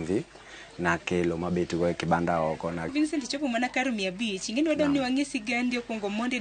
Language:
Luo (Kenya and Tanzania)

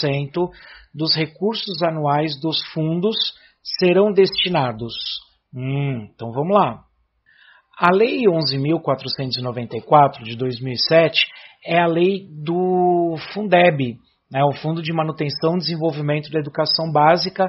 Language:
Portuguese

